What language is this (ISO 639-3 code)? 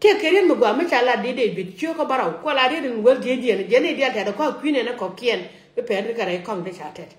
nus